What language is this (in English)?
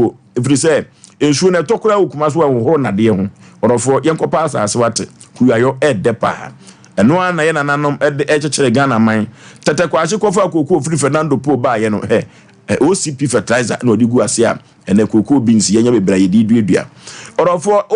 Akan